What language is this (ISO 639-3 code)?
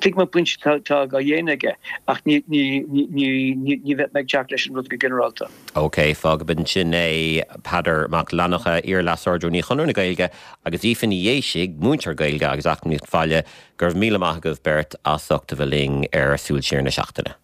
gle